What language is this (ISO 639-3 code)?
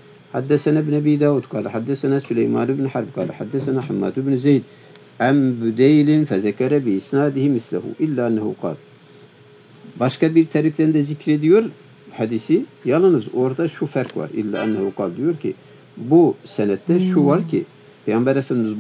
tur